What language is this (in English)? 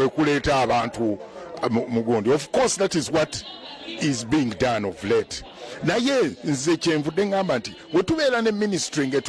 Ganda